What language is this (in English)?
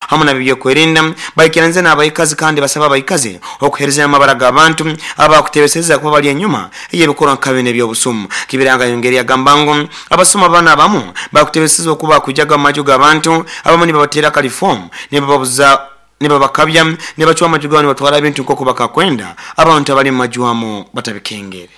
Nyoro